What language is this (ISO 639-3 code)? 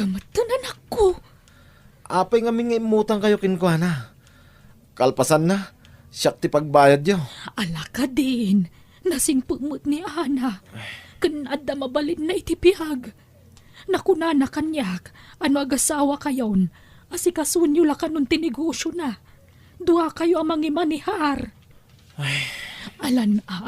ilo